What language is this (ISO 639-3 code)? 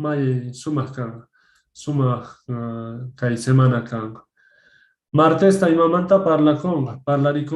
que